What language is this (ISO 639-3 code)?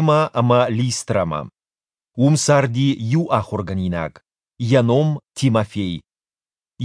oss